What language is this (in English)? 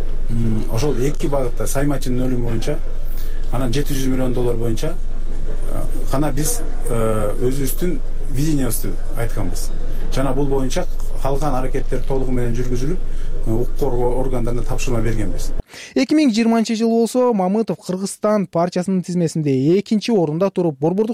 Kyrgyz